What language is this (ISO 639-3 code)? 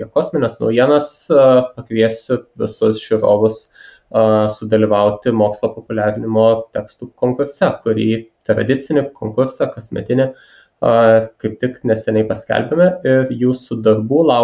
lit